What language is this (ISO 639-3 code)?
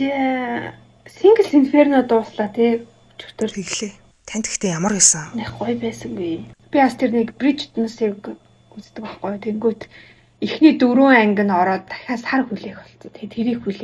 mon